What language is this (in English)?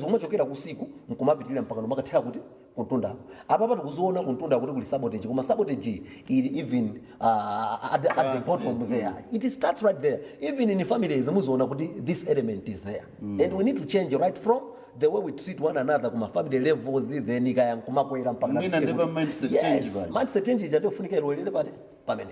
Nyanja